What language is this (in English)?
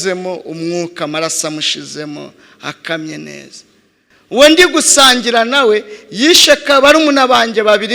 Kinyarwanda